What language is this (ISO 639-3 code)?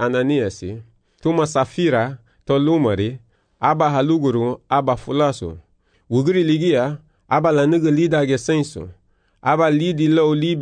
cab